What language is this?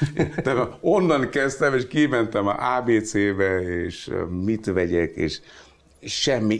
Hungarian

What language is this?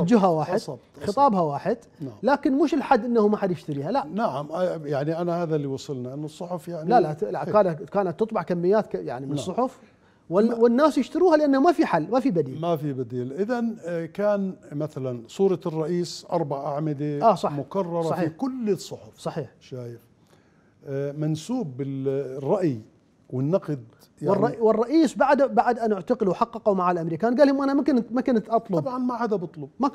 Mesopotamian Arabic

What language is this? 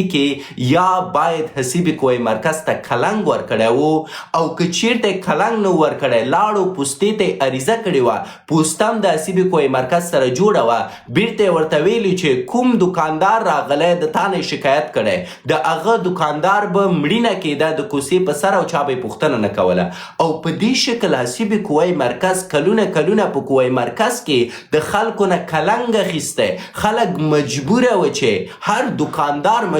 Pashto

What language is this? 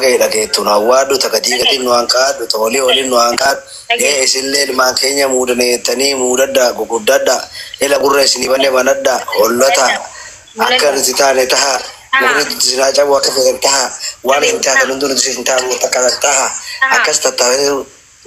Oromo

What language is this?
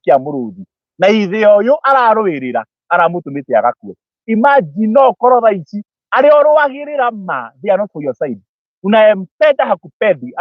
Kikuyu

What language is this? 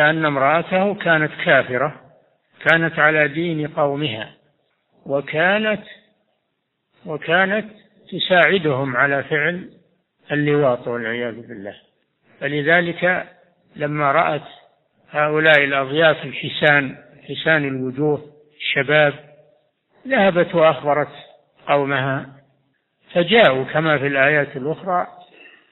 Arabic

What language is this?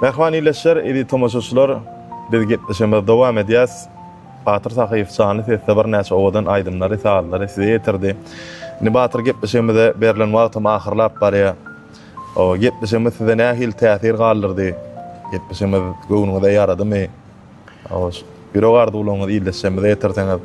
Turkmen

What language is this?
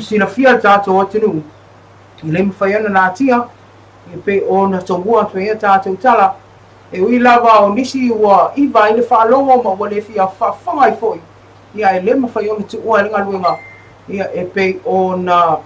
Samoan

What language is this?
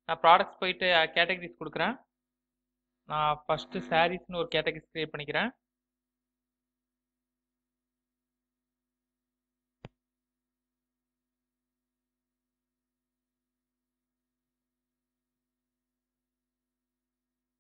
Tamil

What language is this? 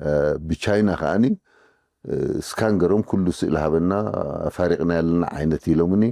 Tigrinya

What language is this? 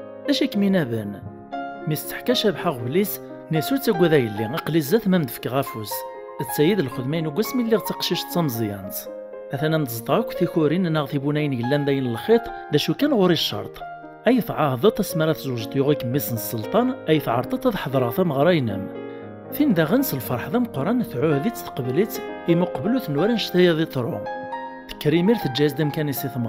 Kabyle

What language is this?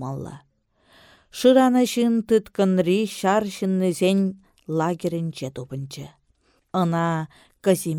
Chuvash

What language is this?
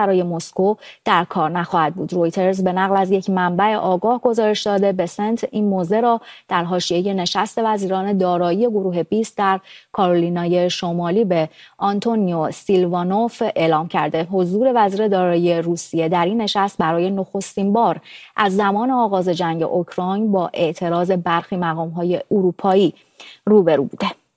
Persian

